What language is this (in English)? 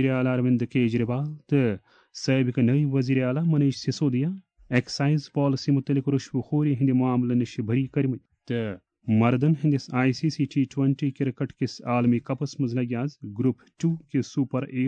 Kashmiri